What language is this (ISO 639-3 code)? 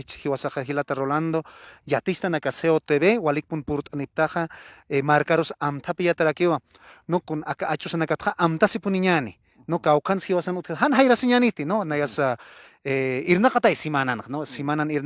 aym